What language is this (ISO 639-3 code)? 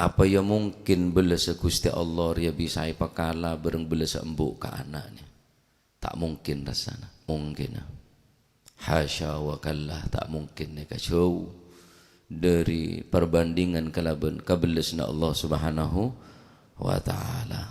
mad